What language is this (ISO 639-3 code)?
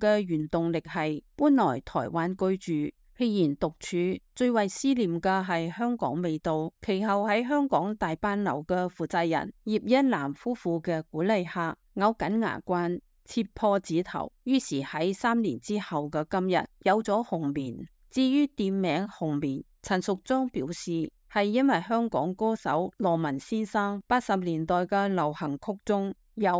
yue